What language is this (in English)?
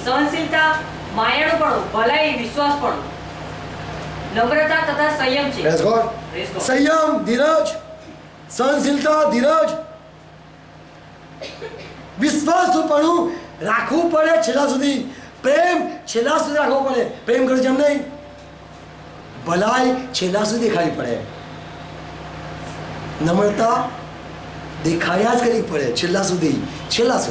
Gujarati